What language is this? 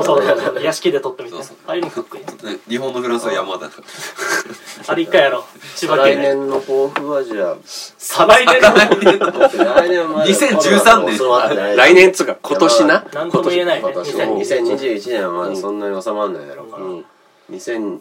Japanese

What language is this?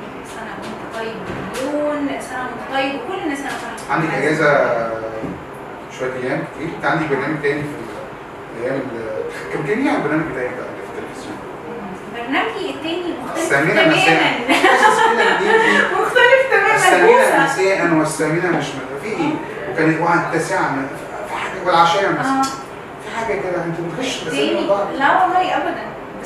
Egyptian Arabic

